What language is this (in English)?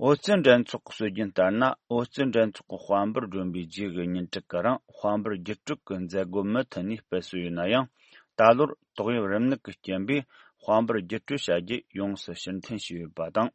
Tibetan